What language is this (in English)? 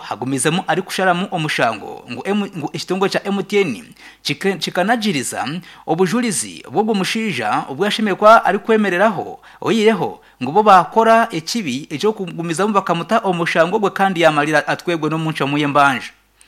Nyankole